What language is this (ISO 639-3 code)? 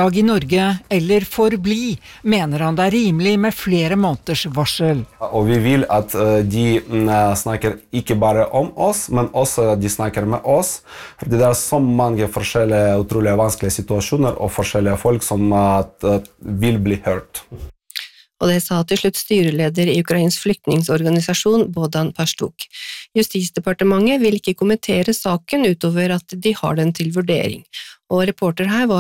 nor